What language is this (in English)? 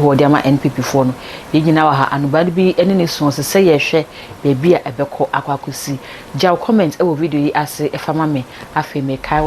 Akan